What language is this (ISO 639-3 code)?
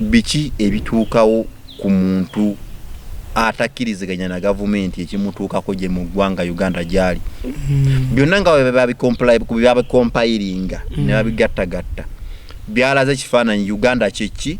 lug